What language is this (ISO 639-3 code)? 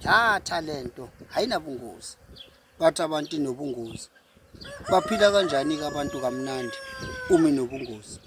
zul